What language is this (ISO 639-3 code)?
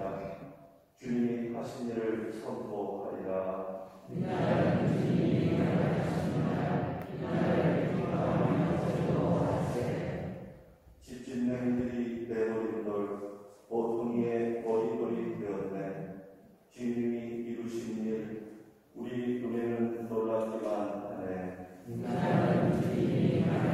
kor